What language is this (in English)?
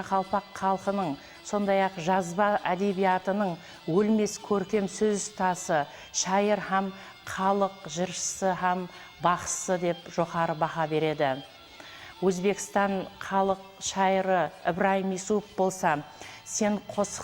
Kara-Kalpak